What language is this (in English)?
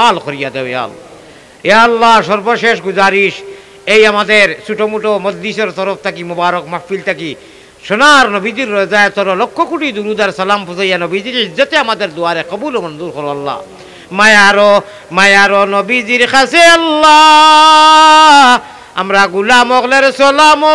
Sylheti